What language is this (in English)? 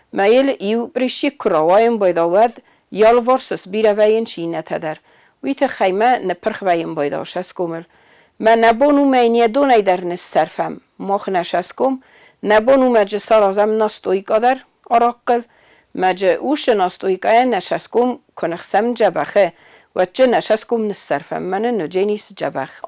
Ossetic